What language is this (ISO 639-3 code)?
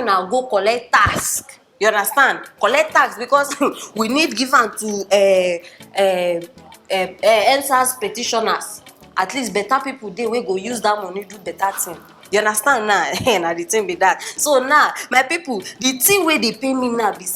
pcm